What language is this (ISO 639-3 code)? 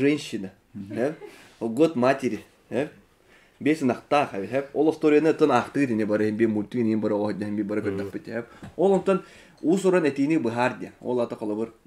sah